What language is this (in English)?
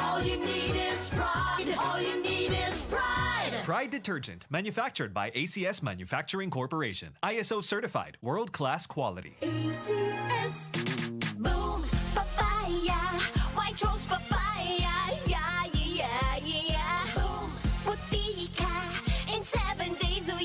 Bikol